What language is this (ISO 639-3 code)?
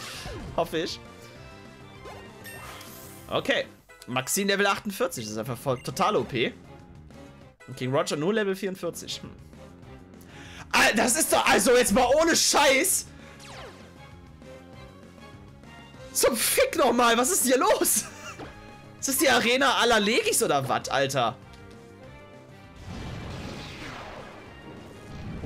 deu